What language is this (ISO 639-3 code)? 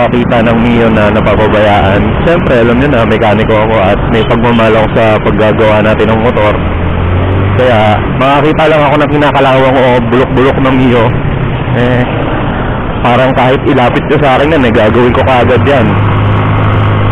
fil